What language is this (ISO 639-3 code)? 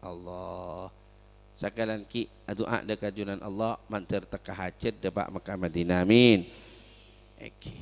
mad